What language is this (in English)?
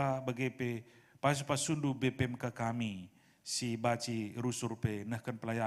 Batak Karo